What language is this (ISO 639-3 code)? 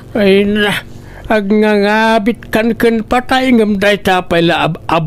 ilo